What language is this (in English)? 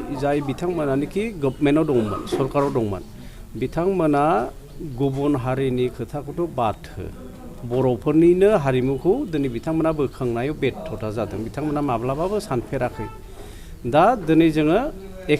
Bodo